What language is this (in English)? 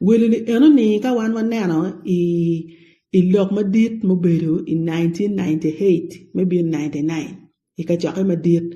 Acoli